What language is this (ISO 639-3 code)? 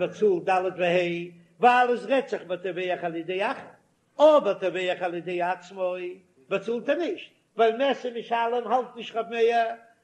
yid